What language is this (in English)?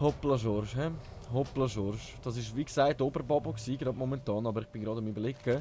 Swiss German